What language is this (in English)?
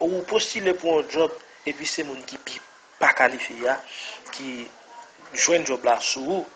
Haitian Creole